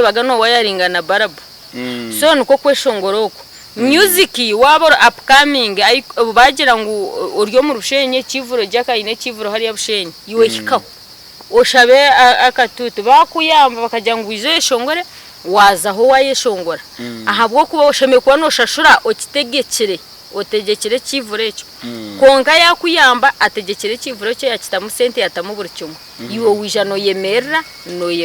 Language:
Nyankole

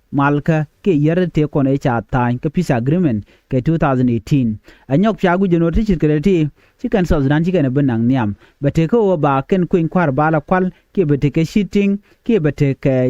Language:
Nuer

